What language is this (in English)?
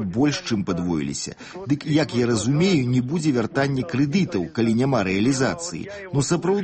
Belarusian